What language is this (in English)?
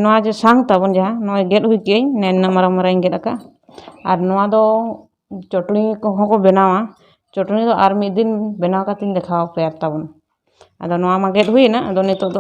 Santali